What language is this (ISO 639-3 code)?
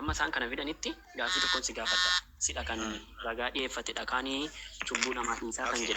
orm